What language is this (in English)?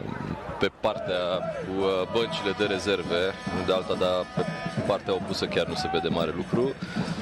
Romanian